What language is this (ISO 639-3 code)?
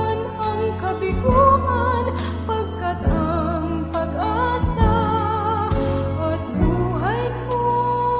fil